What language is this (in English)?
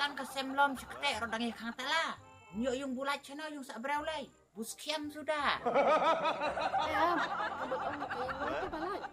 Khasi